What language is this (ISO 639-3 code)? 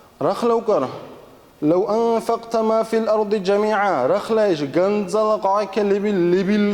dar